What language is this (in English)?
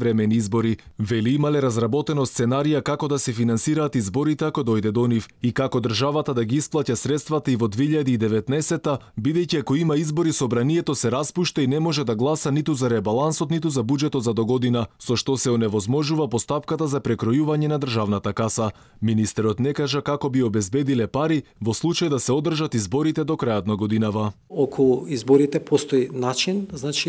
Macedonian